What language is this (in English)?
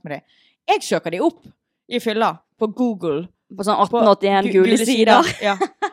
Norwegian